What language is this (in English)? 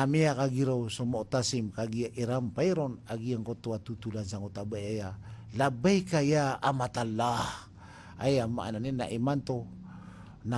Maranao